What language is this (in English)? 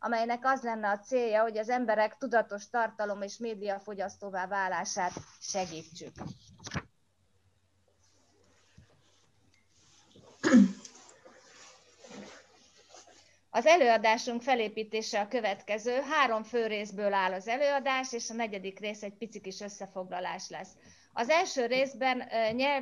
Hungarian